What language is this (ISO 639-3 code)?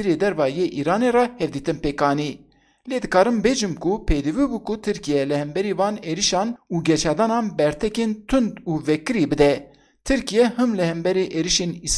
kur